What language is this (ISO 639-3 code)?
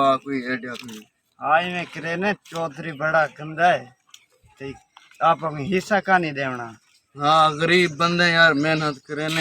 skr